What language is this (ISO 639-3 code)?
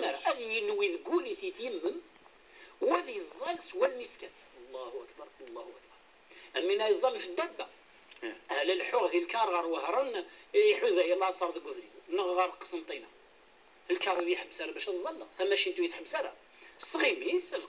kab